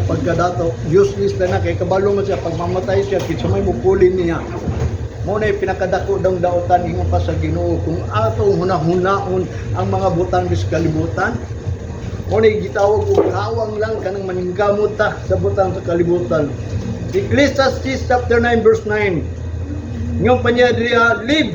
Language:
Cebuano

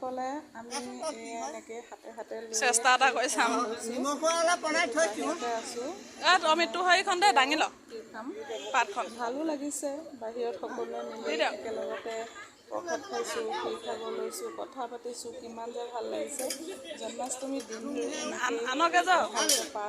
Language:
Assamese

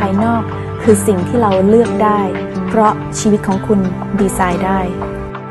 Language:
Thai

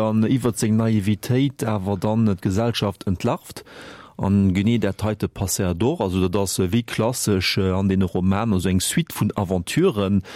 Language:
Luxembourgish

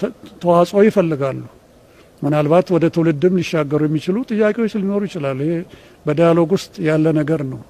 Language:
Amharic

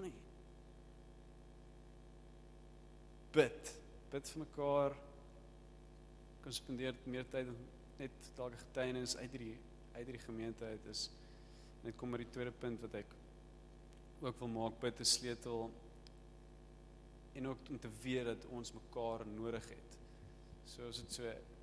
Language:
Afrikaans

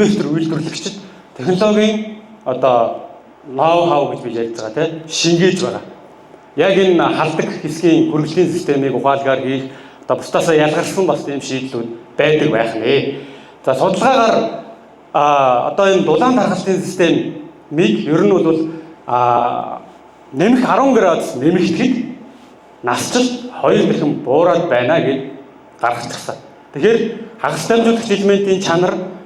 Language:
Mongolian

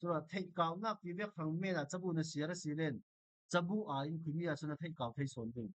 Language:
Falam Chin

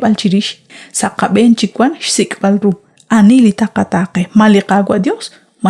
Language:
Kekchí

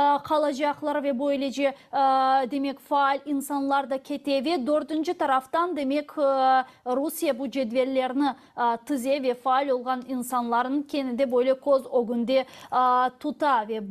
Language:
Crimean Tatar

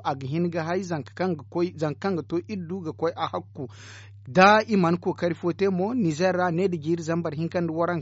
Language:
Zarma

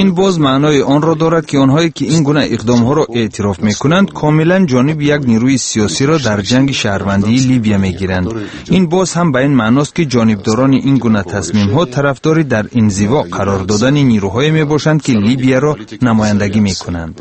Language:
Tajik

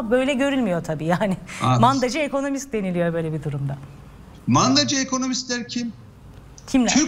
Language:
Turkish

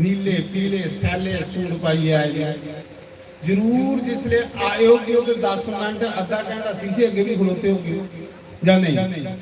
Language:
Dogri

